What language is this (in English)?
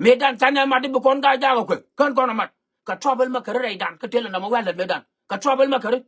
Nuer